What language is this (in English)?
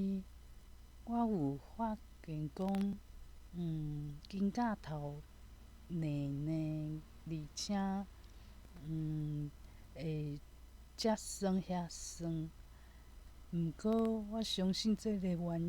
Min Nan Chinese